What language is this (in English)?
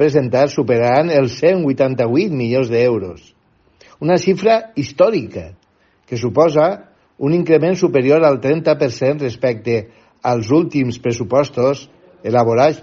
Catalan